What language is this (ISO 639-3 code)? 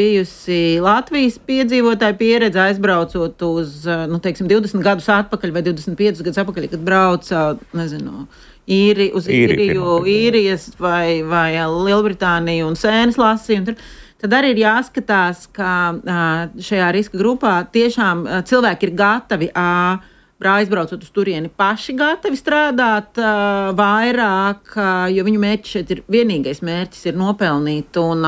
lav